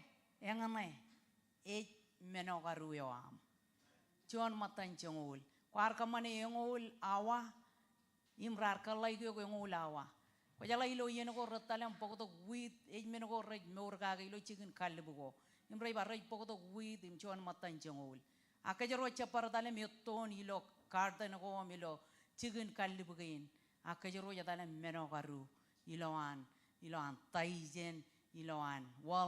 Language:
Marshallese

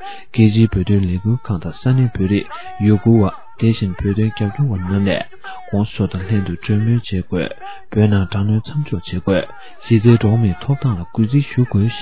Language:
Tibetan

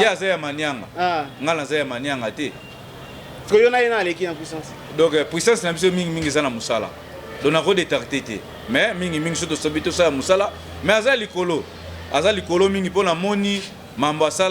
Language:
Lingala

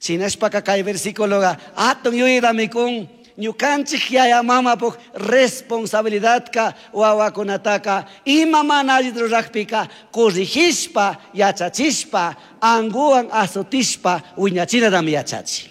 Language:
Chimborazo Highland Quichua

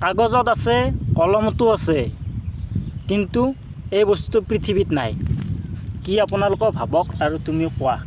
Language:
Assamese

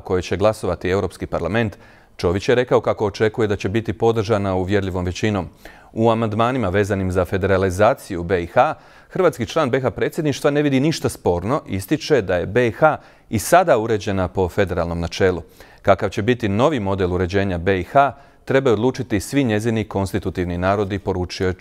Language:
Croatian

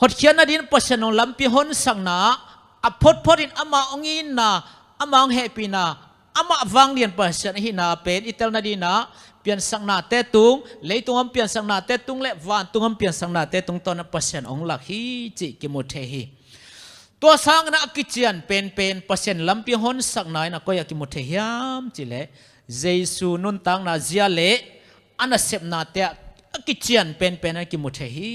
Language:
Tedim Chin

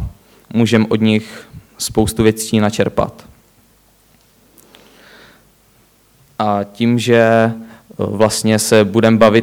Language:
Czech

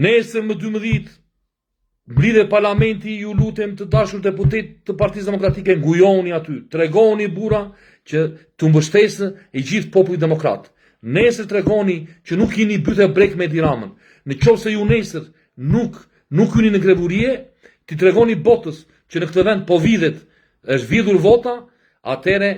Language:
Albanian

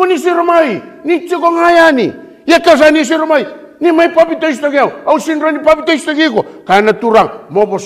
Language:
Fijian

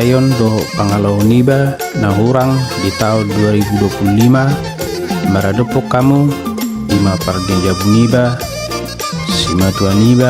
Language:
Batak Toba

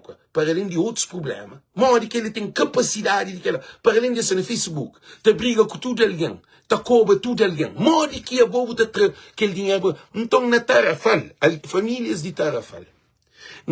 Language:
Kabuverdianu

